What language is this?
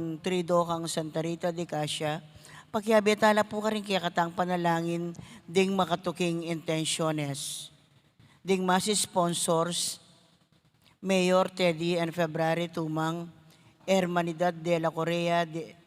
Pampanga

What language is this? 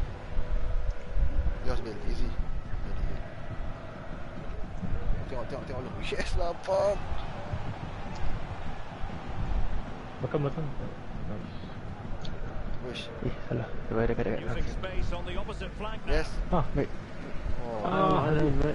Malay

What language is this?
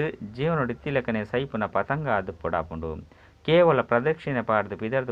Tulu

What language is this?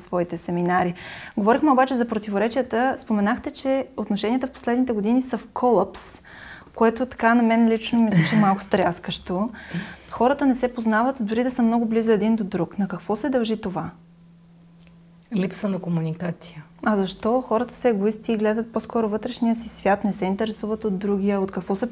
Bulgarian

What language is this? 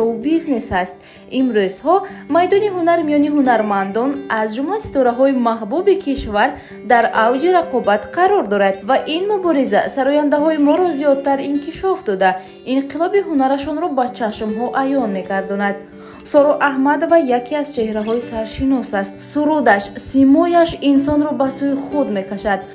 Tajik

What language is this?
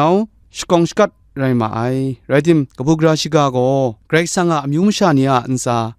Kachin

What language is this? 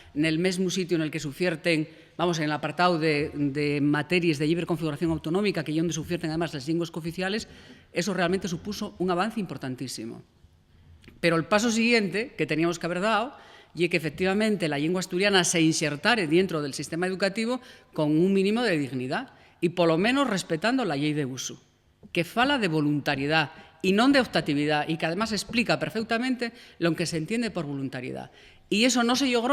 Asturian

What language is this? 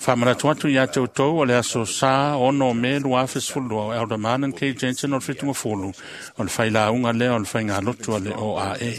Samoan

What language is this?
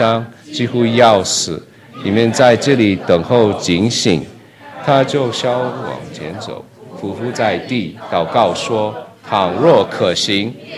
Chinese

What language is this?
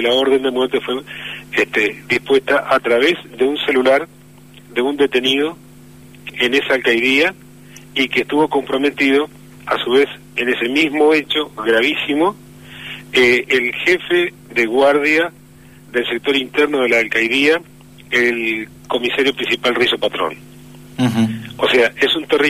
Spanish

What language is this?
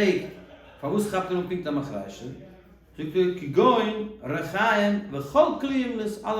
Yiddish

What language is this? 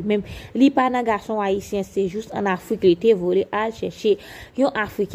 Haitian Creole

